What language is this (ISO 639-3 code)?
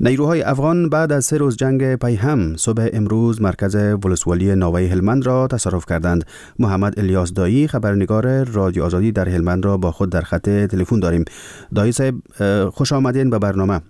fas